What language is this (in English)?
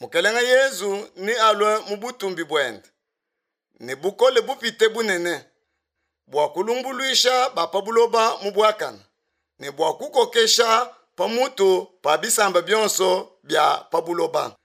Luba-Lulua